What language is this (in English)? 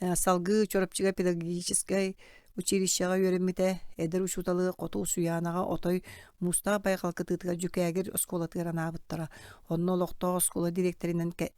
Yakut